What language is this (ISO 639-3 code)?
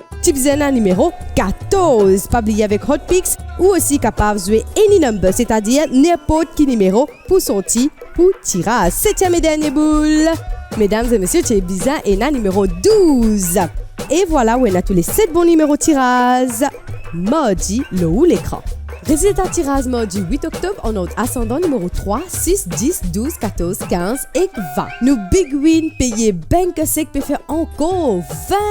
mfe